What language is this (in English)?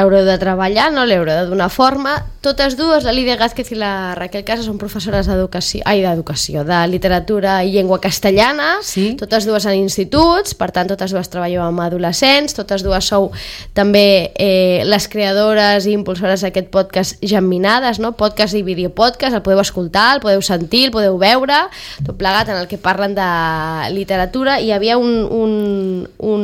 Catalan